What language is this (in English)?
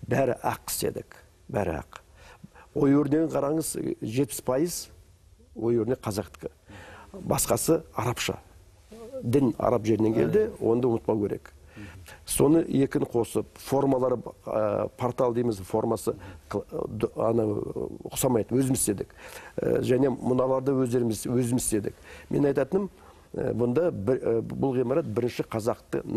Kazakh